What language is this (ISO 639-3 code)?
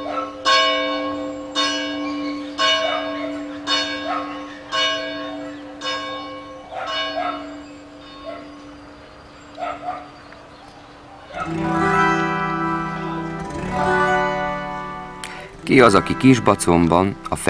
hun